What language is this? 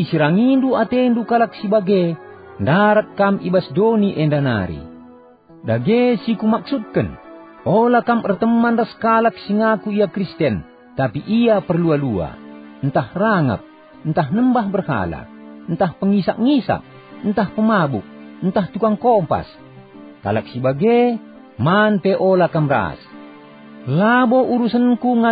Batak Karo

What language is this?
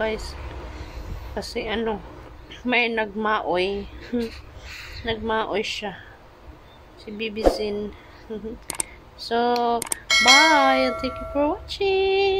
Filipino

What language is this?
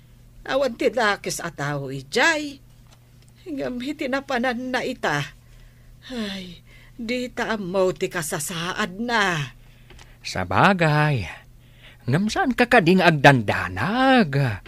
Iloko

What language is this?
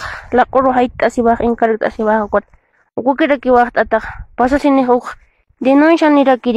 Aymara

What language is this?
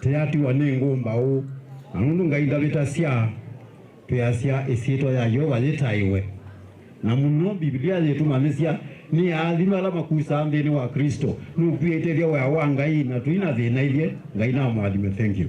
Kamba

